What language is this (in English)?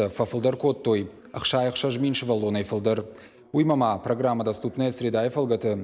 Ossetic